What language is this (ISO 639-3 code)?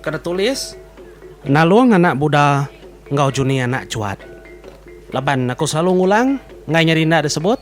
iba